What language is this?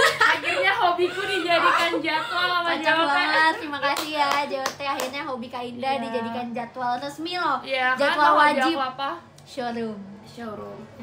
Indonesian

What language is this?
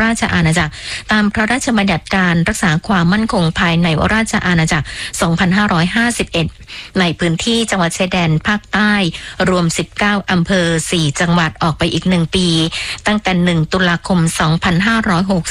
Thai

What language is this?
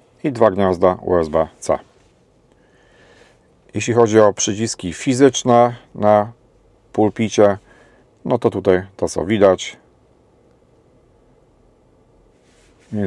Polish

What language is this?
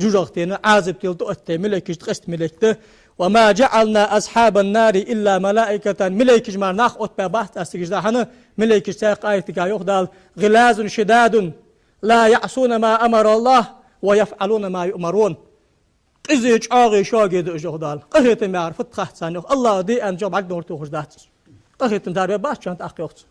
Ingush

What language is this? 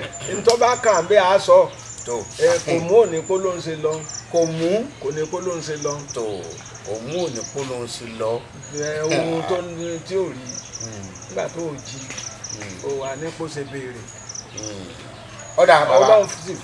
Yoruba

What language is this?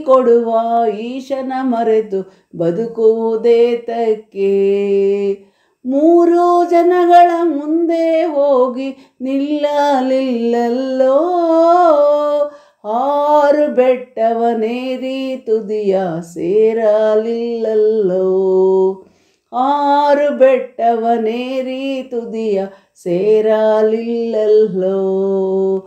Kannada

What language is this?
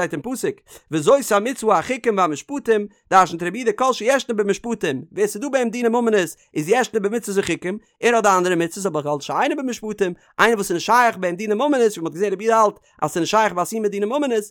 Yiddish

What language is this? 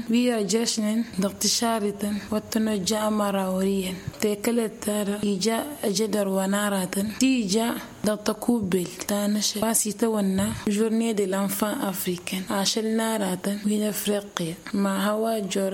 Tamasheq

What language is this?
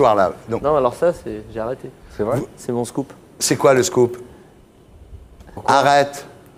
French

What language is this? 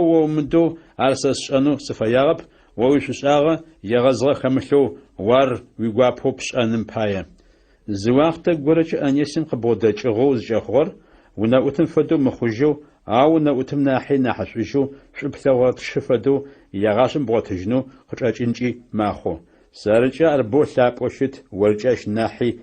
Adyghe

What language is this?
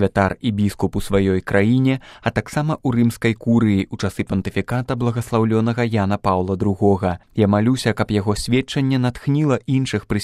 Belarusian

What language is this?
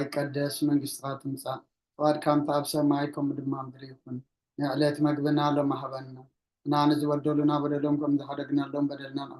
Tigrinya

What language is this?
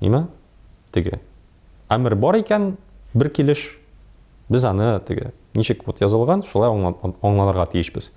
Tatar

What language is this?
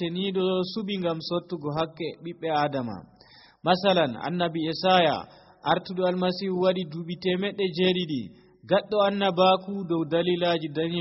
Nigerian Fulfulde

